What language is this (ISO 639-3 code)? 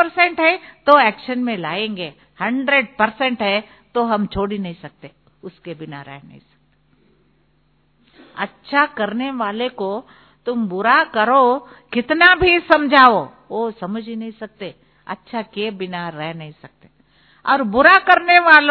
hin